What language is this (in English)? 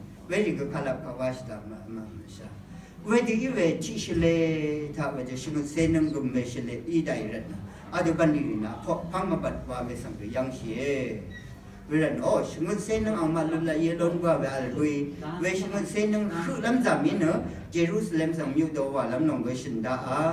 Rawang